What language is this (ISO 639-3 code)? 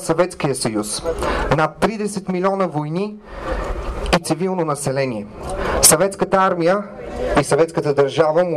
bul